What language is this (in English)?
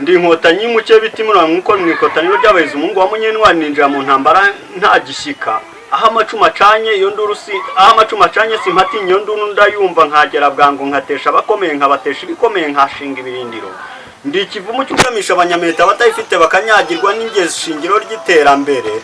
Kinyarwanda